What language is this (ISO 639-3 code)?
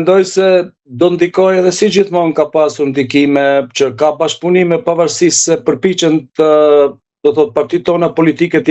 sqi